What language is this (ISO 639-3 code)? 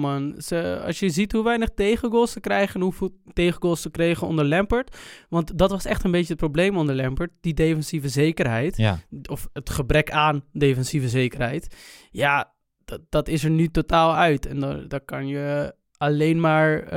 nld